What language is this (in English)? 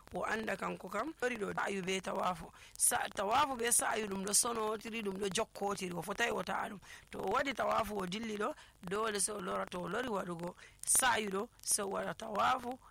Nigerian Fulfulde